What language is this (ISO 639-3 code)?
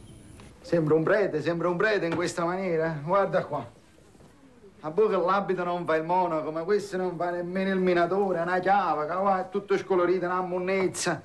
ita